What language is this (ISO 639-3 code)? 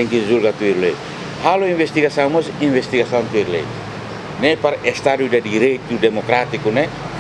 tet